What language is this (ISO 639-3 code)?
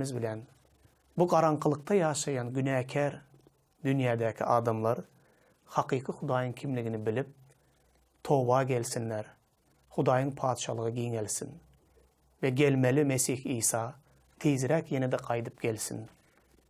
tuk